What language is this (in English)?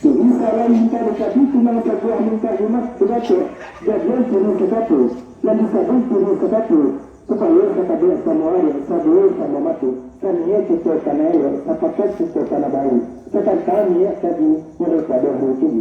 Minangkabau